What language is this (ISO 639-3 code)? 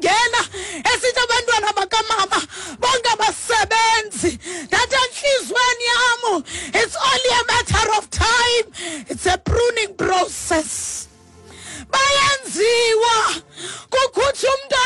xho